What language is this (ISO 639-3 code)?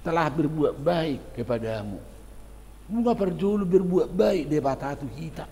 bbc